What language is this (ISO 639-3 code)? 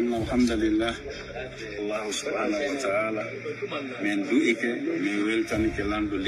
ful